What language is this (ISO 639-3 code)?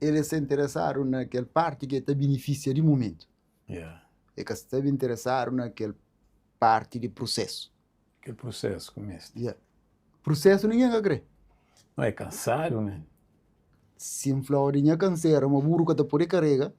kea